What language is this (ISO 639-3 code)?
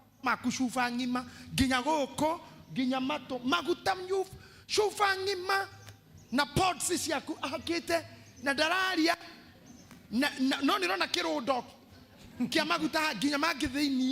kik